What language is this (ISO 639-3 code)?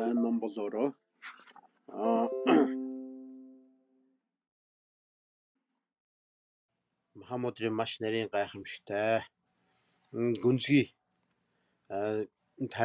mon